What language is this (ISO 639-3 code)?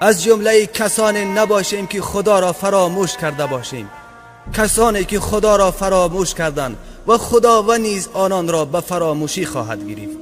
tgk